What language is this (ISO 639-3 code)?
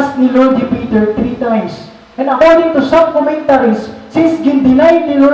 war